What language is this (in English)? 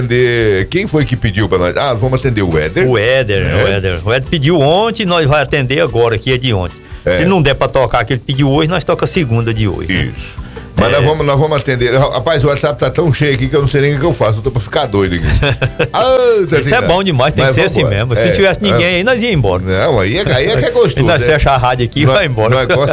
Portuguese